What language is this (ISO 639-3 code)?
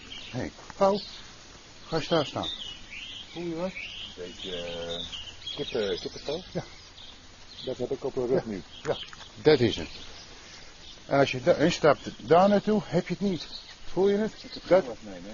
nld